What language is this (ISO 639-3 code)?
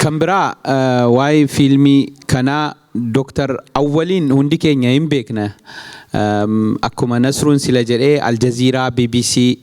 orm